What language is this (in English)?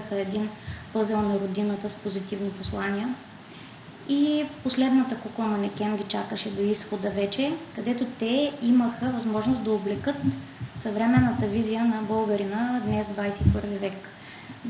Bulgarian